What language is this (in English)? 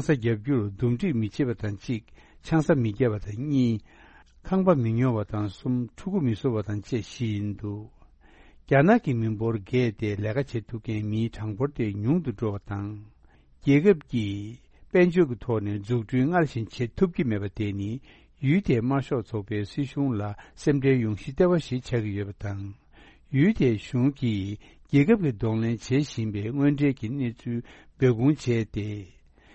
Tibetan